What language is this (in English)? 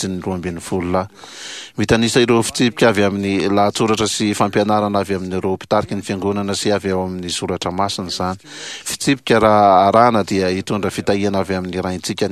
Malagasy